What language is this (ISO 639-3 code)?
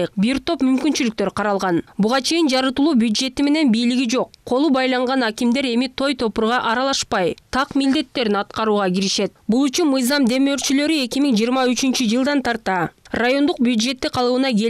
kir